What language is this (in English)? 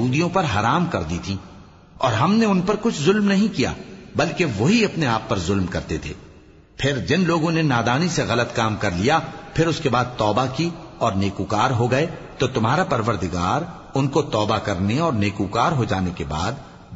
Urdu